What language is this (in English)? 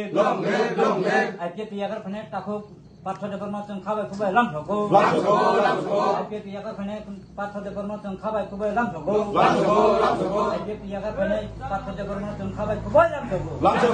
Kok Borok